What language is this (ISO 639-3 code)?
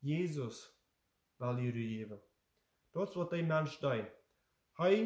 pdt